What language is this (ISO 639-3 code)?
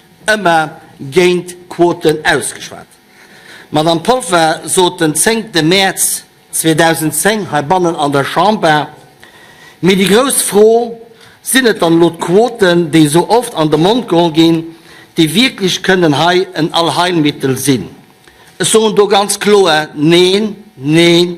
ltz